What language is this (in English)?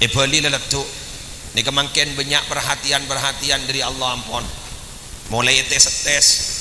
Madurese